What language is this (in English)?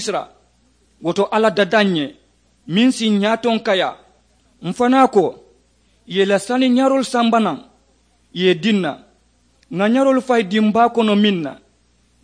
Mandingo